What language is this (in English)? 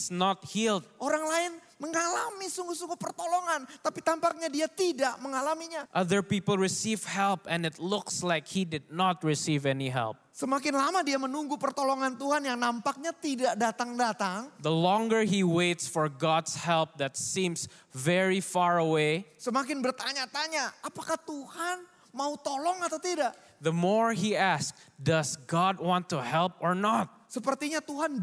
Indonesian